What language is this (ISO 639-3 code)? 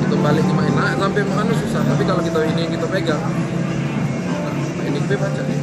mui